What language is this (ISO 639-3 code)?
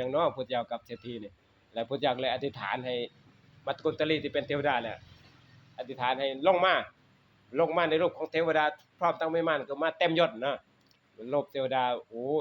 tts